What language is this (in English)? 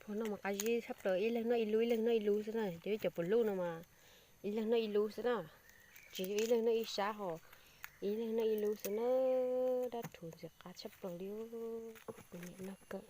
Hmong